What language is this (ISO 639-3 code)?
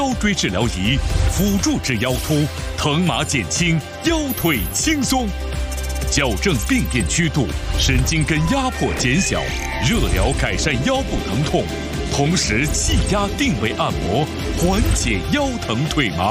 zho